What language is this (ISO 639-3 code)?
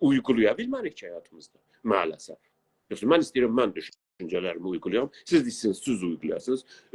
azb